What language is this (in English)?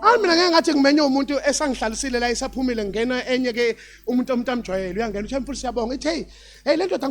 Zulu